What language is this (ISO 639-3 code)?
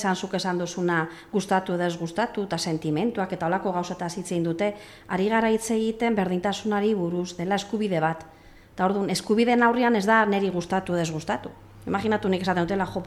eus